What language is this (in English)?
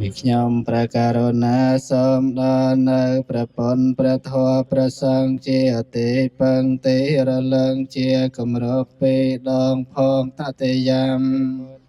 Khmer